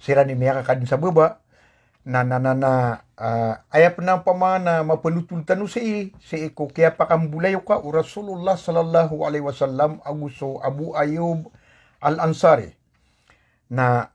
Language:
Maranao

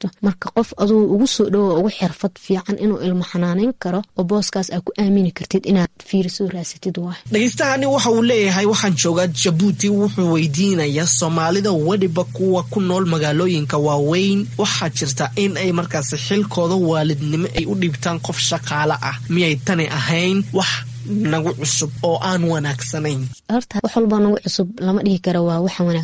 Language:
Somali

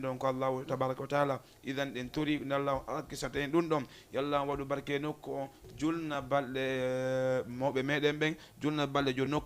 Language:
Fula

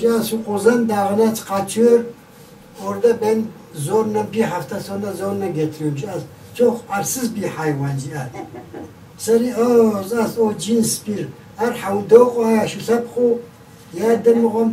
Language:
Kabardian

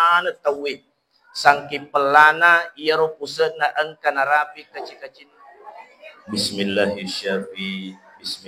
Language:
Buginese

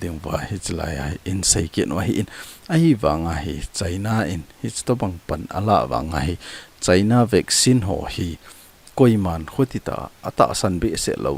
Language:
Thado Chin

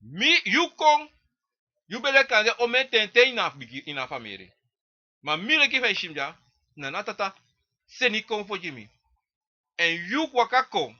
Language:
Sranan Tongo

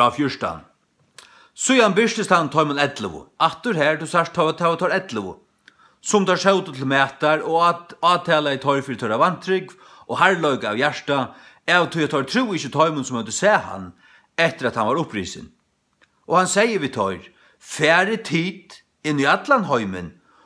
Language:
Faroese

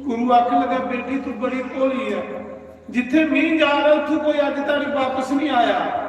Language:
Dogri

